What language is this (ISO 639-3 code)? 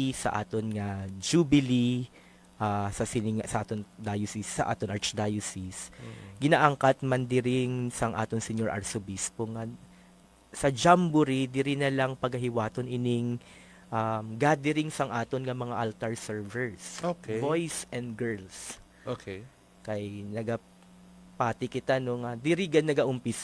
hil